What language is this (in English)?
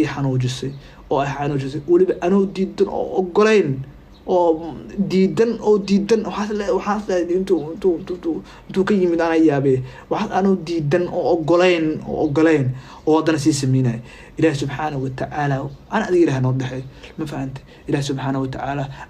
Somali